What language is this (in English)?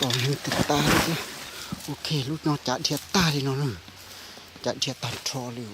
Hmong